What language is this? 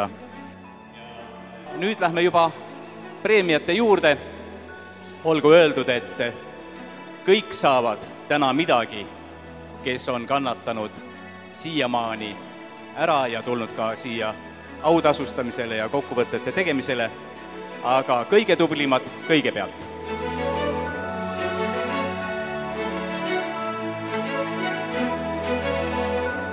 Estonian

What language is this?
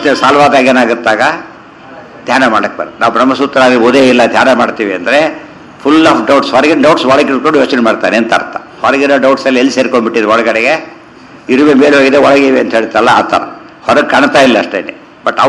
Kannada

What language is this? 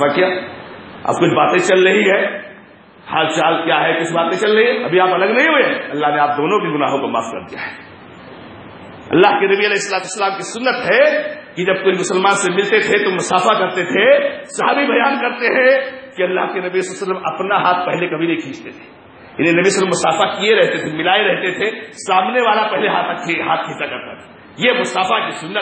Urdu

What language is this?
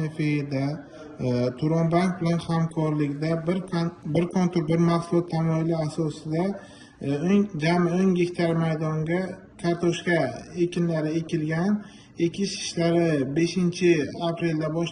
Uzbek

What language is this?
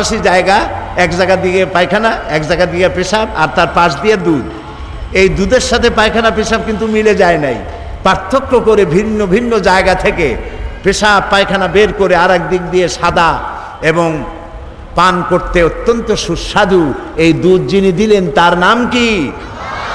Bangla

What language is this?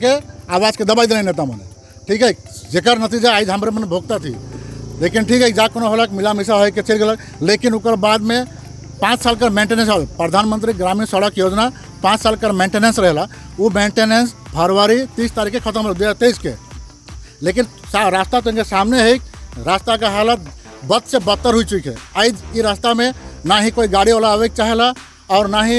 Sadri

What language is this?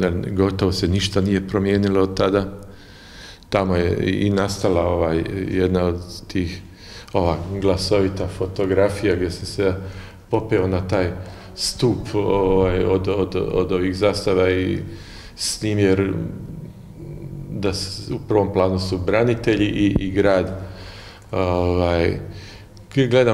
Croatian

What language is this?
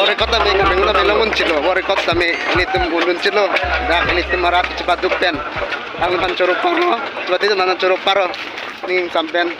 Karbi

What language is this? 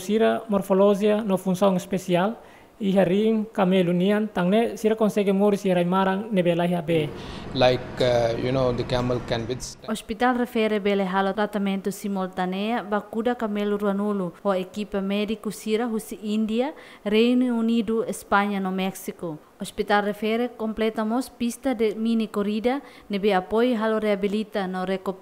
Tetum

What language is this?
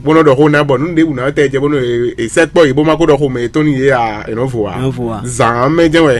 Fon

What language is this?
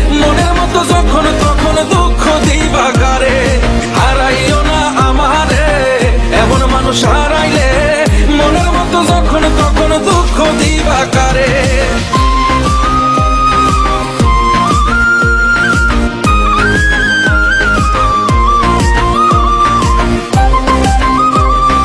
Bangla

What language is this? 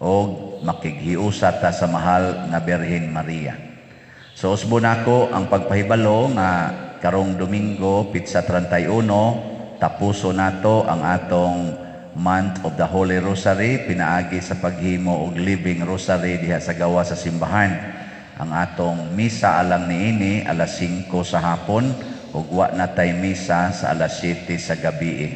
Cebuano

